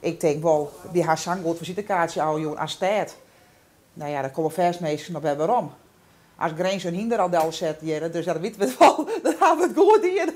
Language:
Western Frisian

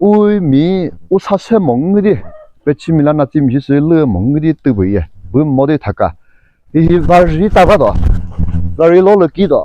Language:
Chokri Naga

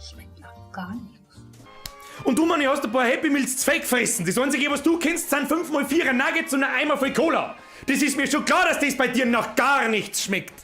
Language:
Bavarian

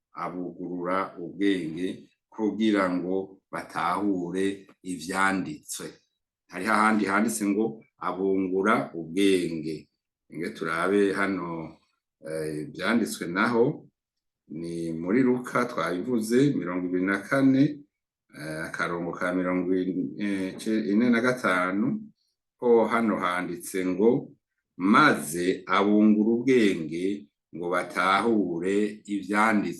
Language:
Rundi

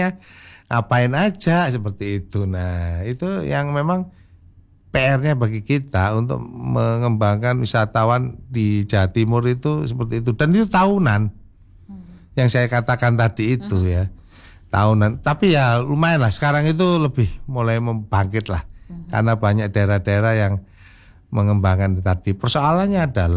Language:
Indonesian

